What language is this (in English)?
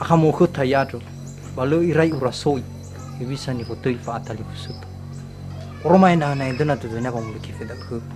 Nias